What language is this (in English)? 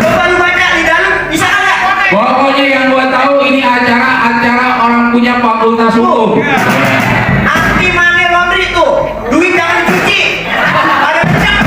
Betawi